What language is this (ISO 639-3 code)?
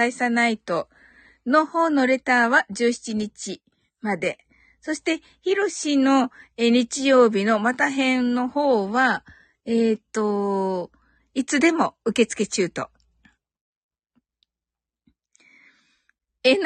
jpn